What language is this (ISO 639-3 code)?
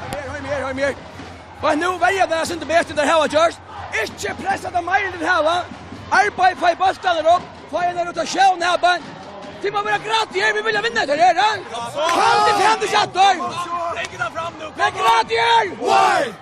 fao